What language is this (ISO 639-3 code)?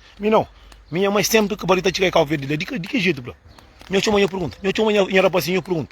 kea